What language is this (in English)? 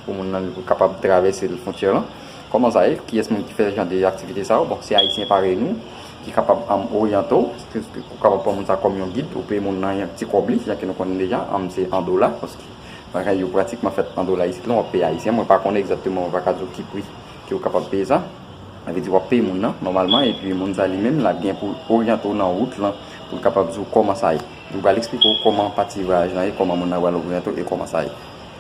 Haitian Creole